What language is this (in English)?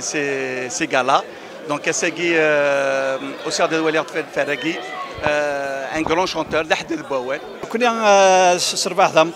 Kabyle